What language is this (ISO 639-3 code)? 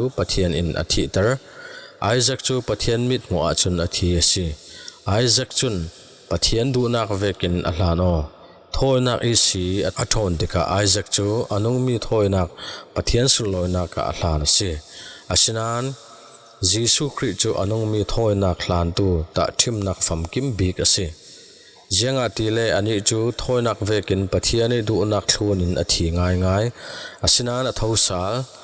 cfm